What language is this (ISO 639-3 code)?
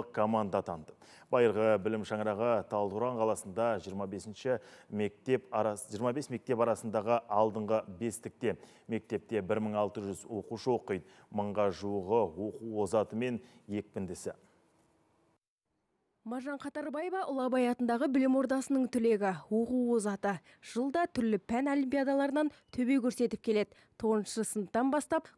kaz